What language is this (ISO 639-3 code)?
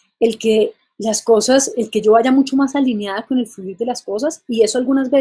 spa